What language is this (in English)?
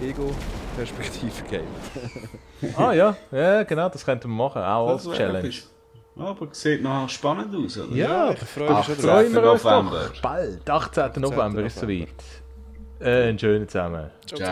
Swiss German